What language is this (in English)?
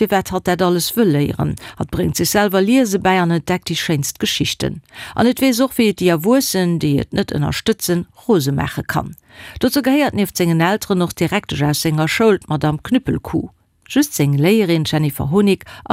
Luxembourgish